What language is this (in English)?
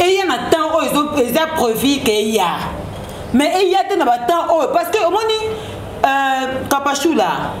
Lingala